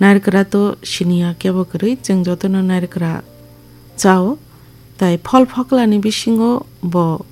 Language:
Kok Borok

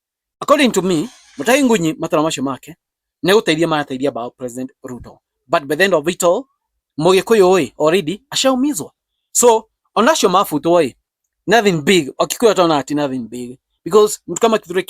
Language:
Kikuyu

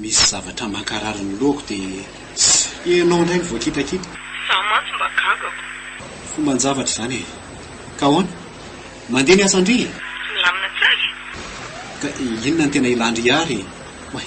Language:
Malagasy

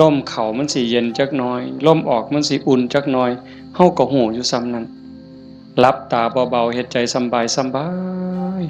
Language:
Northeastern Thai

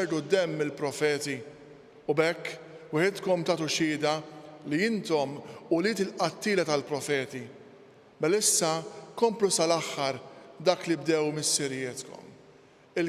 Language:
Maltese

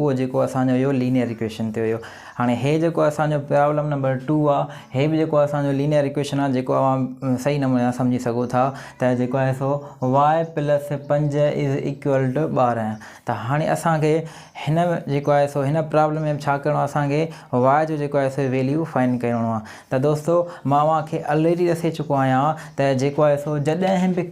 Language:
Sindhi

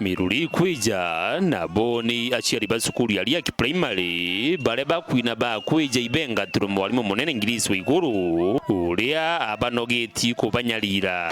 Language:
Meru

